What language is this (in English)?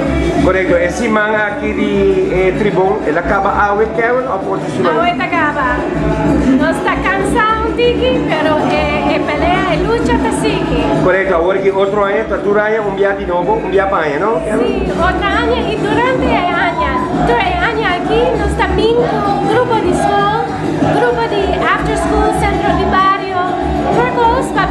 Papiamento